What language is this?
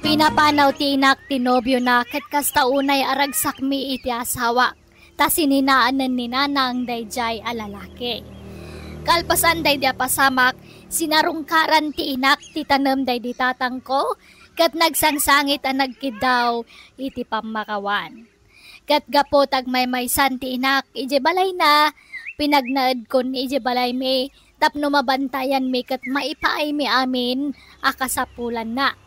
Iloko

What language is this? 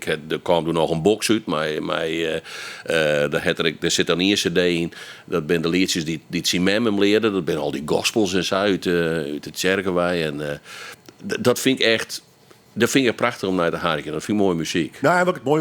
Western Frisian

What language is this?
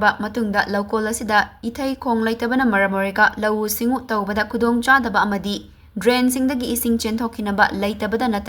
Manipuri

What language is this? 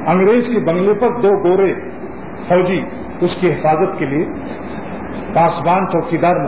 Urdu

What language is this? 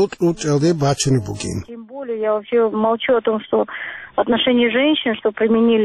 Avaric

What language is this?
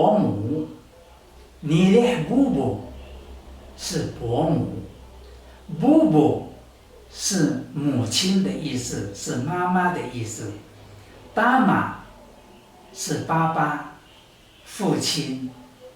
Taroko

